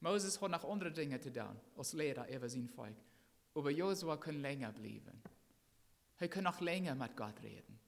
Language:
Plautdietsch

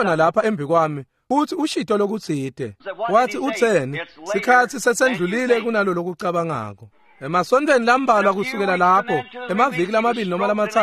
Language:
Swati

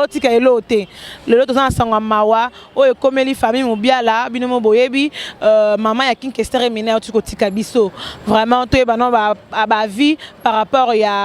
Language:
Lingala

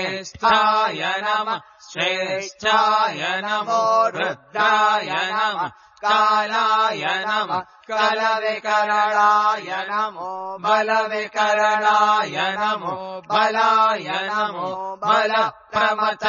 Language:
Sanskrit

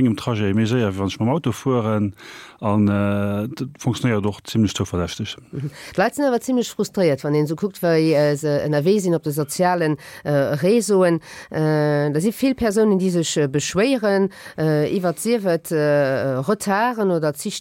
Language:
Luxembourgish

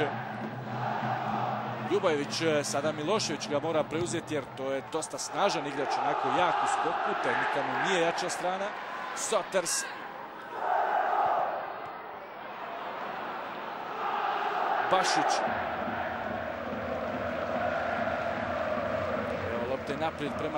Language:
Bosnian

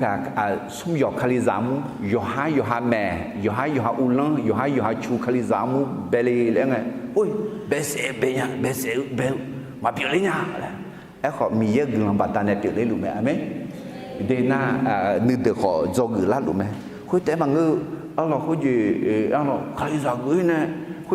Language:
Akha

